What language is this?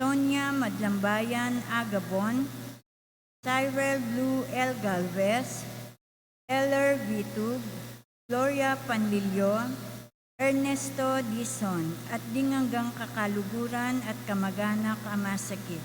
Pampanga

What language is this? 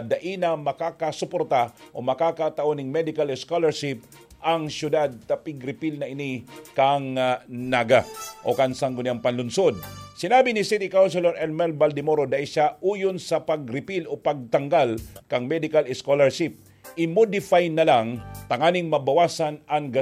Bikol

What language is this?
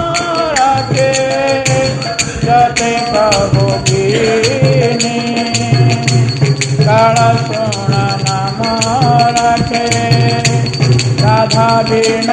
Odia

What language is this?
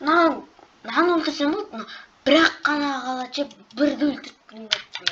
Kazakh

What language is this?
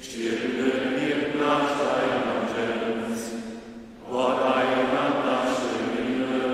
Upper Sorbian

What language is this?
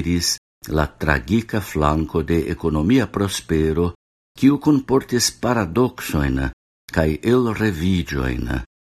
Esperanto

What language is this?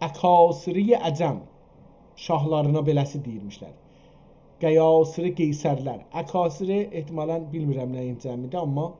South Azerbaijani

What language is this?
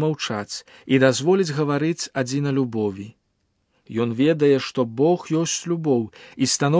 Belarusian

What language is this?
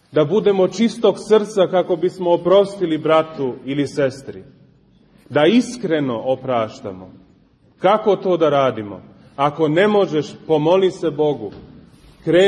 Serbian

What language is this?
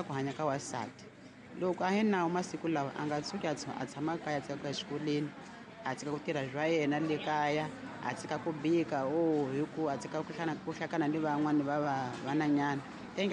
Tsonga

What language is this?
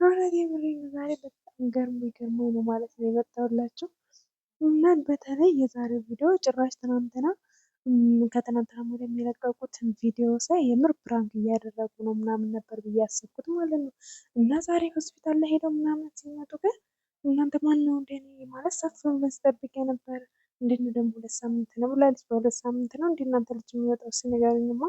Amharic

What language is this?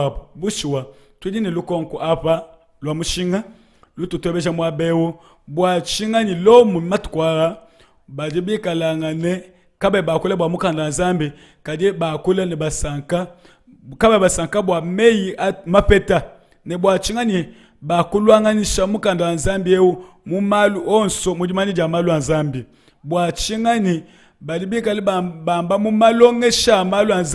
Luba-Lulua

